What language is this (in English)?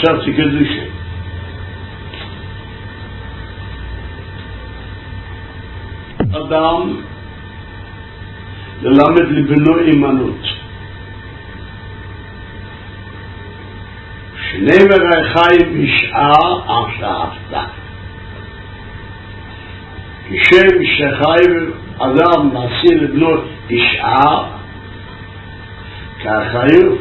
Hebrew